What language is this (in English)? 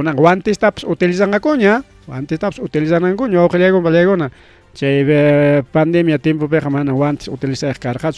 Ayacucho Quechua